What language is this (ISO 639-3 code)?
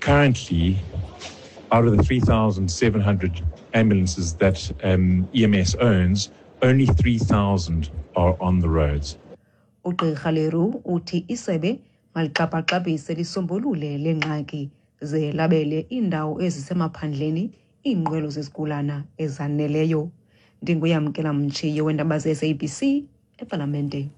xho